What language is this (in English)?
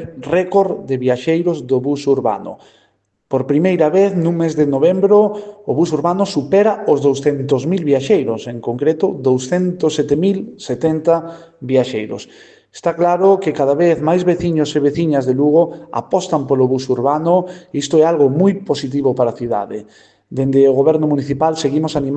Galician